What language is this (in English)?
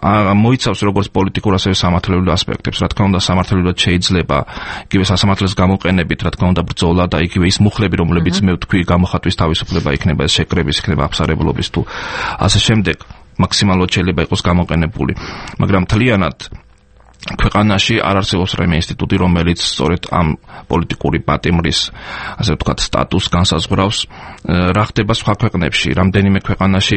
Georgian